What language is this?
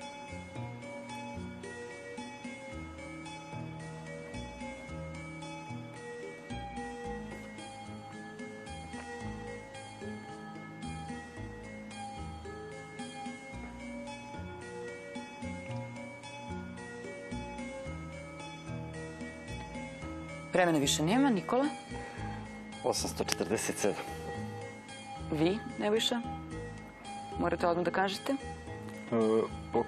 Serbian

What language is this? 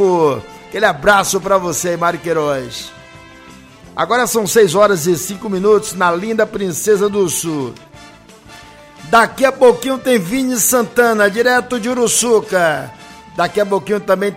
Portuguese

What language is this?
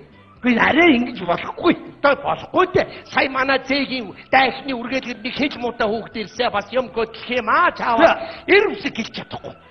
Mongolian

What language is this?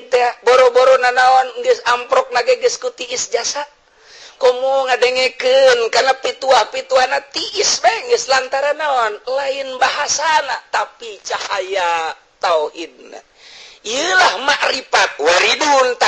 Sundanese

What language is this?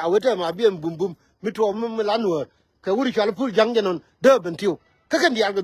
Nuer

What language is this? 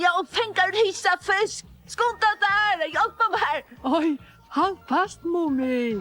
Faroese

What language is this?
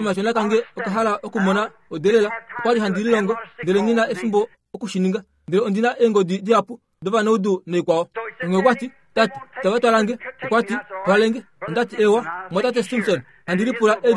Kuanyama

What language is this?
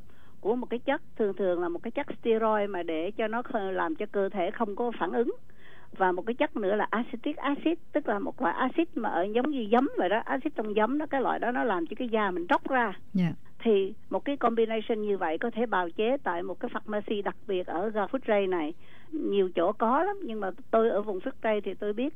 Vietnamese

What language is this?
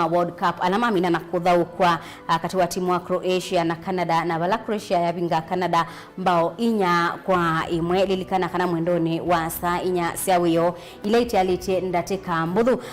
Kamba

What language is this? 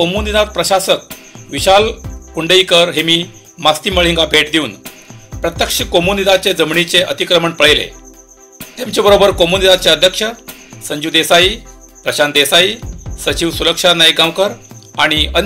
Konkani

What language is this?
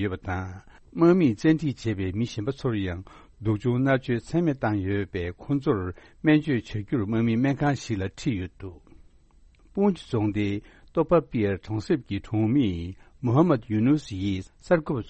Tibetan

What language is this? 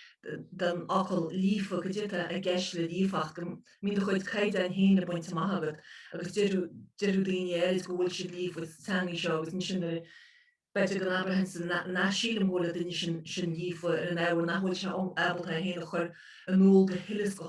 Irish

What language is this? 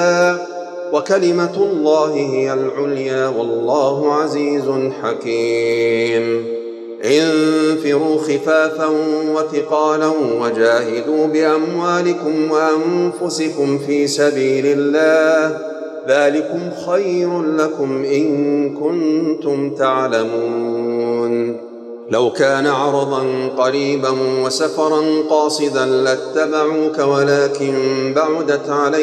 Arabic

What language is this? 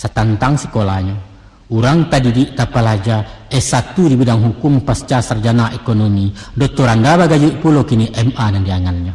Minangkabau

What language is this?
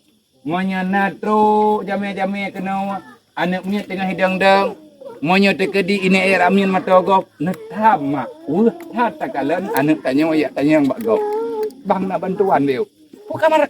Achinese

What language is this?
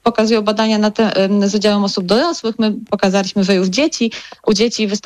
Polish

